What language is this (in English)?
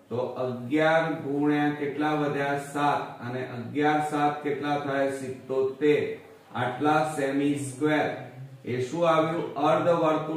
Gujarati